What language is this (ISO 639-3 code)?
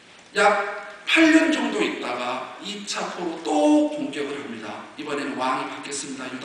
kor